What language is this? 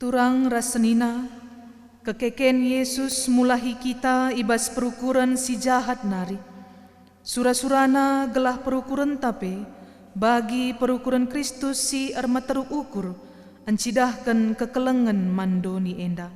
Batak Karo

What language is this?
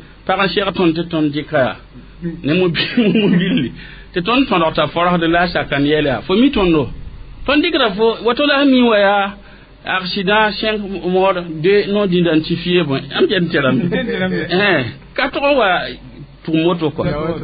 Mossi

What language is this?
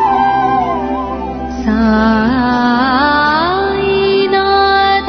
Telugu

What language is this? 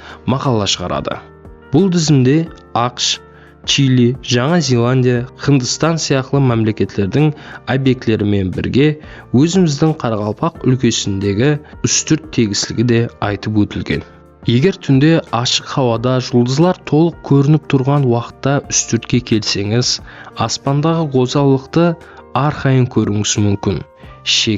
Kara-Kalpak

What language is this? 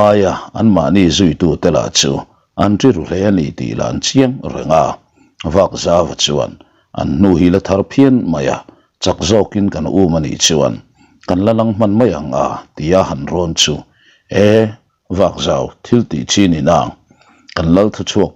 Mizo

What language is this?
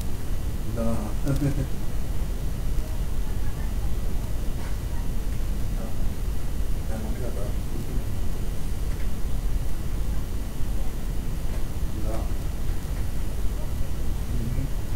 Romanian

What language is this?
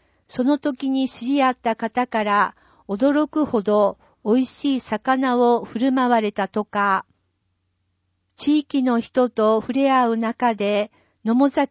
Japanese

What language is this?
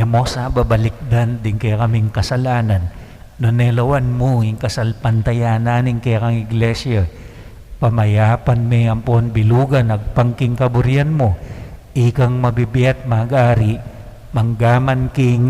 Pampanga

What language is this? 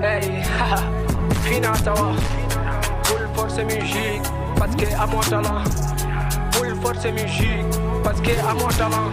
Fula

